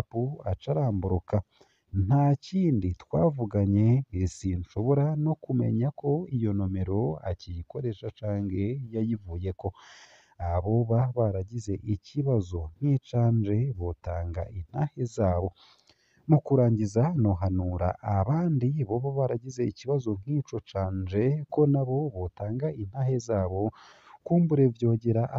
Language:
Rundi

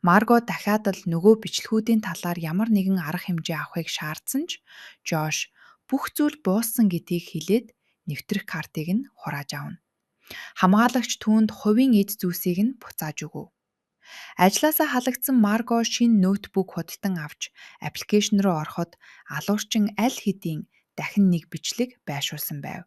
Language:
Mongolian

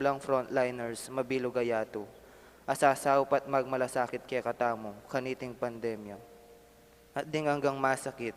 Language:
Pampanga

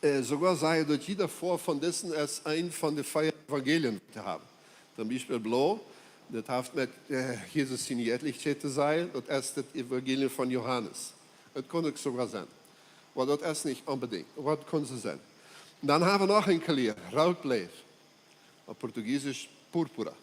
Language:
Plautdietsch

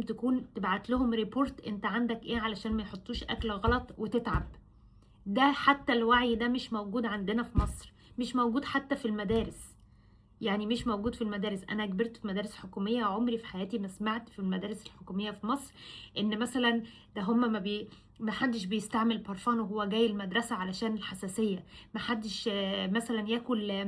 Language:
Egyptian Arabic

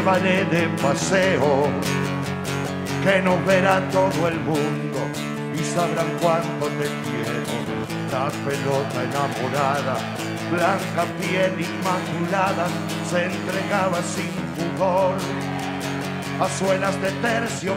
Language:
Spanish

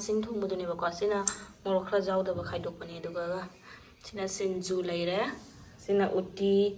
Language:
Manipuri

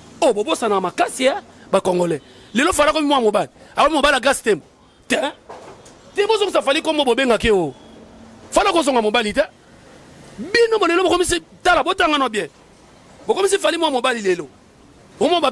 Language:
Lingala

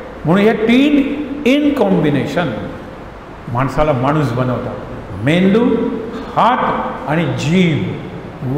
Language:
Marathi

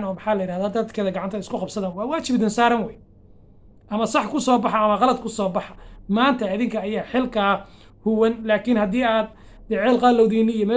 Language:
Somali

